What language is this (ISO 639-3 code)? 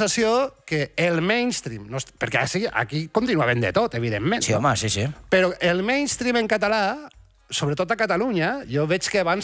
cat